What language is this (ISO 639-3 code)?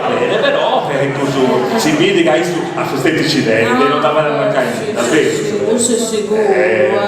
srd